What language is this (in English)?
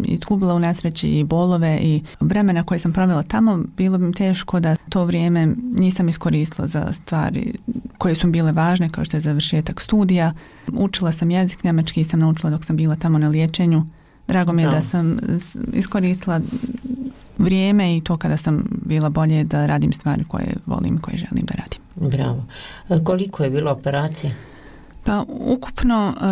Bosnian